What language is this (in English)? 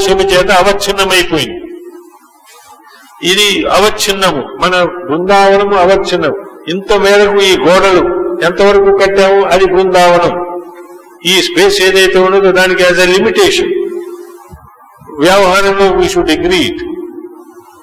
Telugu